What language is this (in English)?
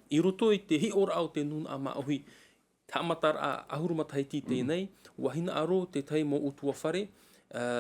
Tahitian